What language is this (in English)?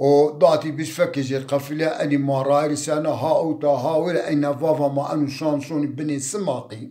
Zaza